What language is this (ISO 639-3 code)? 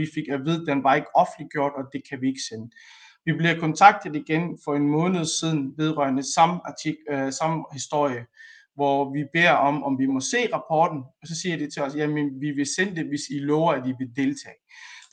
dan